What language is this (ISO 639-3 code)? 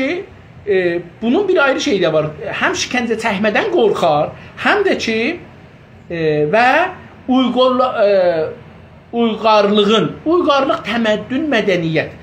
azb